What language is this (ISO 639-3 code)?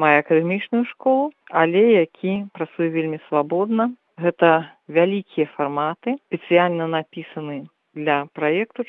bel